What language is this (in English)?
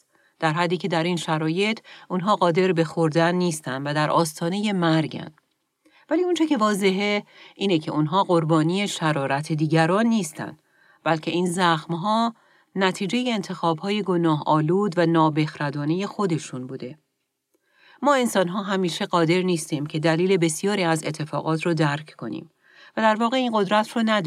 Persian